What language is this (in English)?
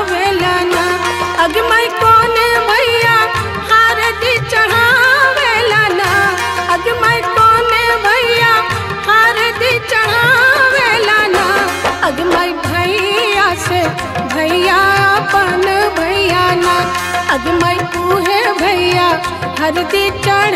Bhojpuri